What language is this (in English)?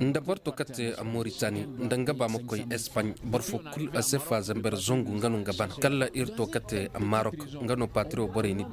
Koyraboro Senni